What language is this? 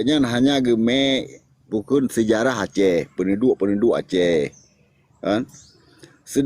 Achinese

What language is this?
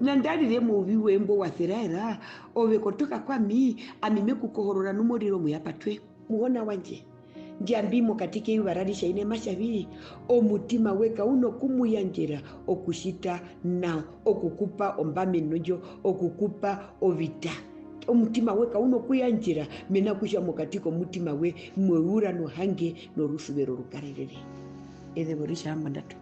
Herero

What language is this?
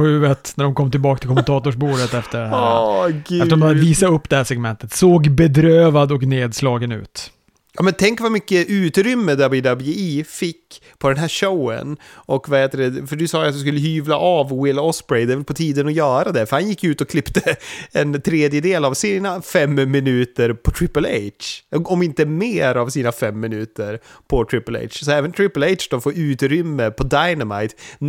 Swedish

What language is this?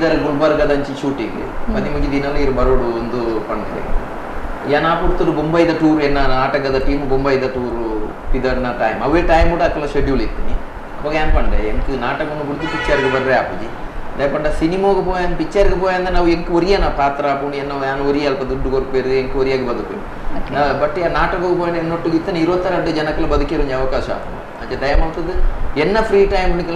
Tulu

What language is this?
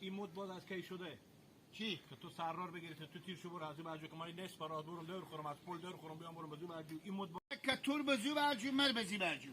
Hazaragi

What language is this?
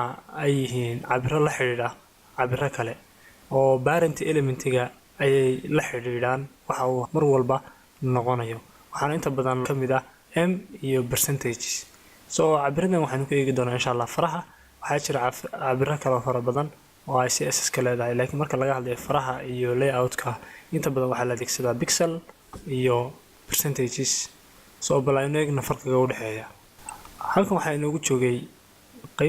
Somali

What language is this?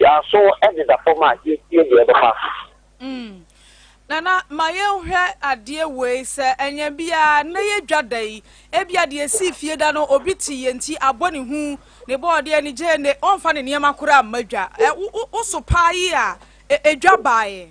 Akan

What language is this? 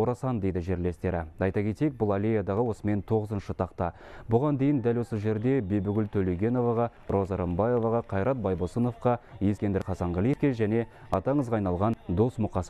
Kazakh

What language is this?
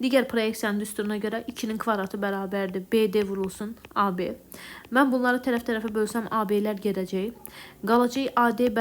Azerbaijani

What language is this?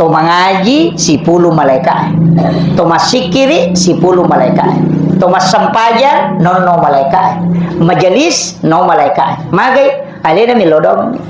Buginese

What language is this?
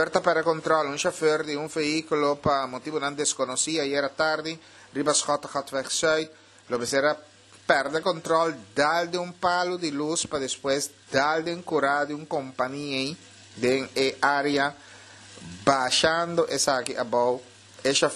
Papiamento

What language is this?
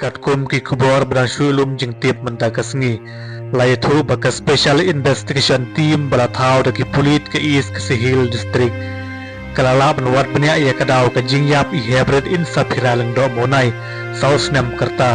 Khasi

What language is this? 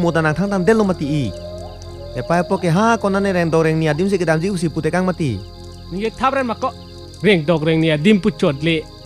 Karbi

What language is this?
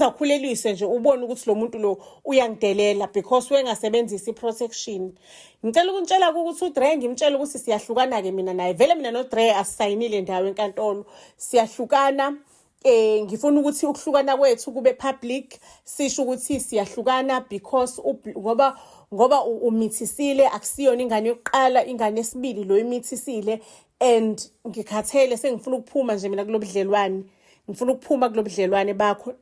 Zulu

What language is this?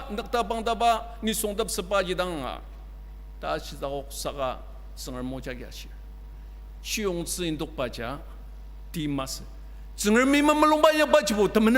Ao Naga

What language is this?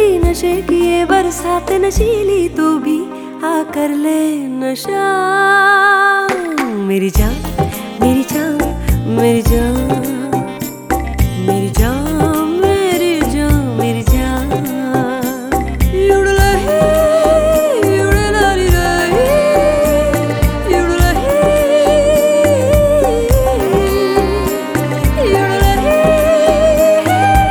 Hindi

